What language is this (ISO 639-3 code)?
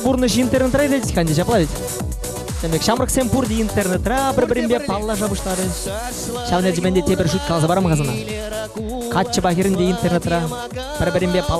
chv